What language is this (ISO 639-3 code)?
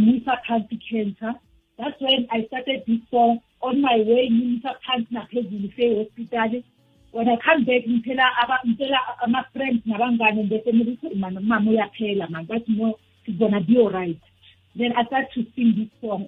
nbl